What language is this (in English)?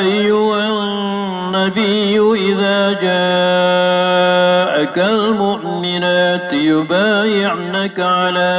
Maranao